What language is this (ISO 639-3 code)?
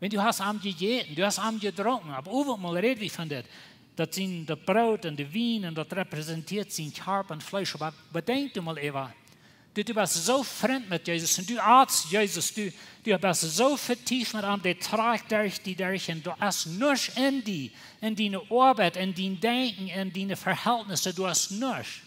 pdt